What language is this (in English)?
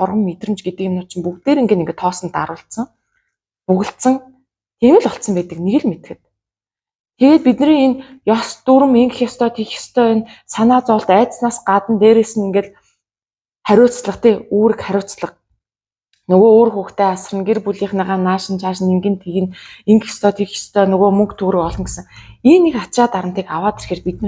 Mongolian